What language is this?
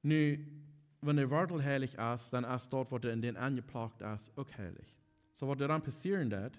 Plautdietsch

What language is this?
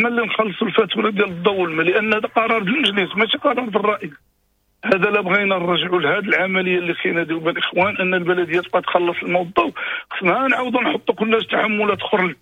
Moroccan Arabic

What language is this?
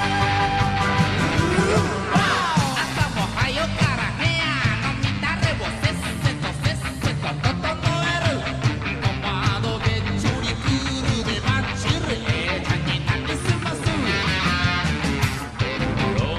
Japanese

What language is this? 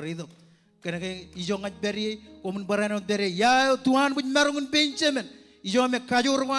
Marshallese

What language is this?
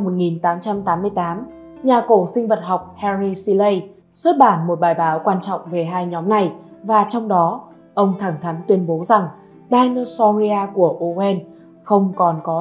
Vietnamese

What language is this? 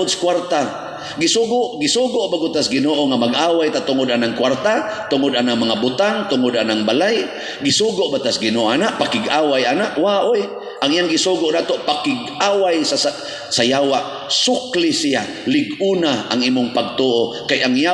Cebuano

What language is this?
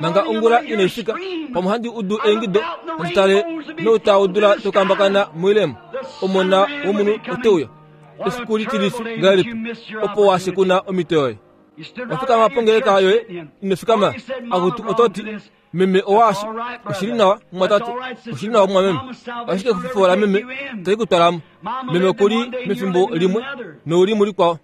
Kuanyama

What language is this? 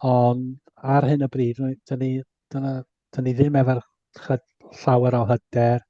Welsh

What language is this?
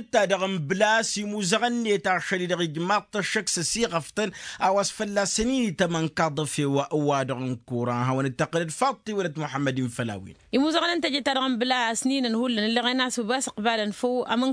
Tamasheq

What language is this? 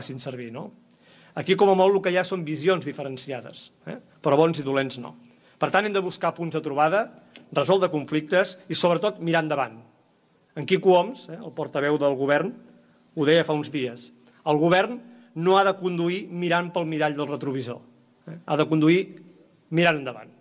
Catalan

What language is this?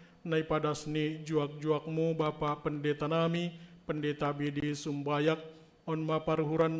Batak Simalungun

